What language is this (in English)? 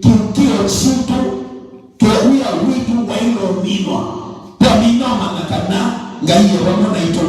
Kamba